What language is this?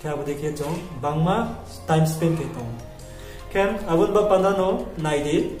Riang (India)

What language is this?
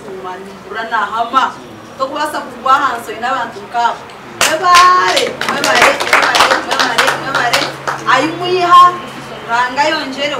Nyankole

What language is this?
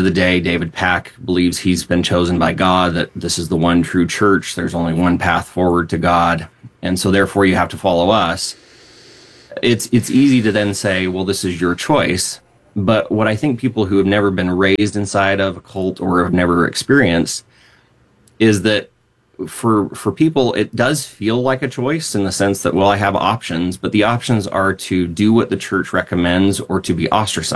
English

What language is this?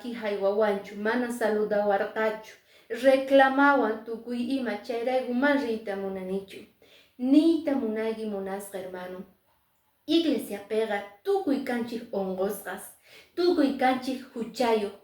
Quechua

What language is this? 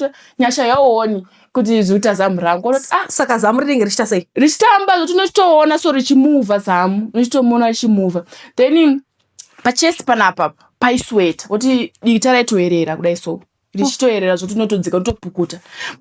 Shona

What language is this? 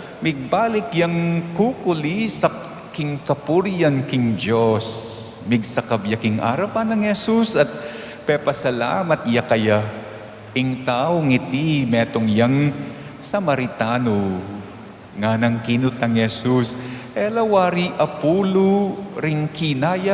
Pampanga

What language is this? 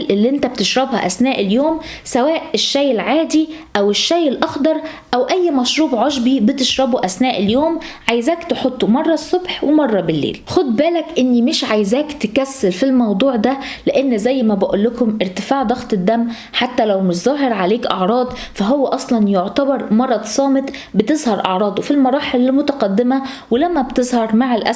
Egyptian Arabic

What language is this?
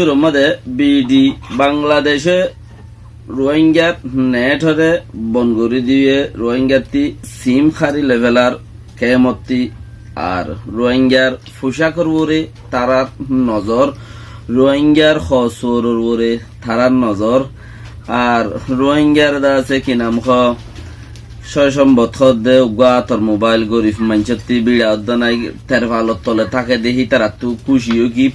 Rohingya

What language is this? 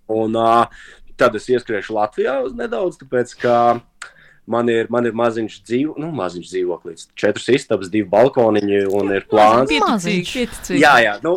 Latvian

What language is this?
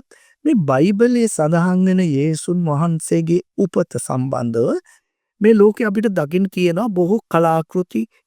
Sinhala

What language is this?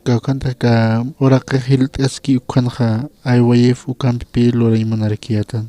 Aymara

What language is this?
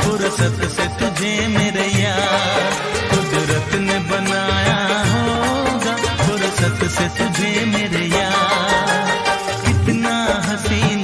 Hindi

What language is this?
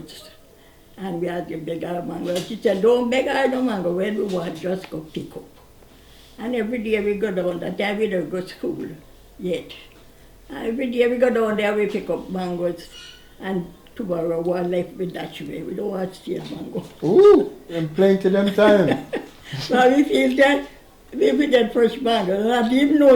Jamaican Creole English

